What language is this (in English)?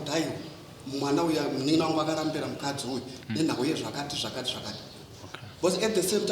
Shona